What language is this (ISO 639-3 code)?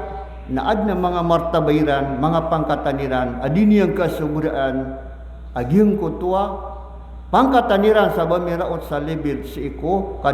mrw